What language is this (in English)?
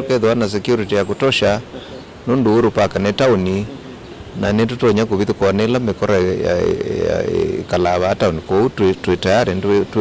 Kamba